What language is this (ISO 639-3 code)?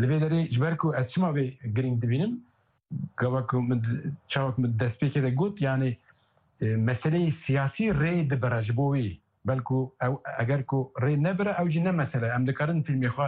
kur